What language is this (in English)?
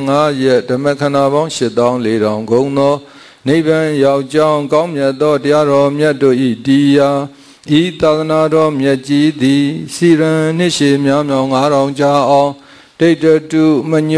Burmese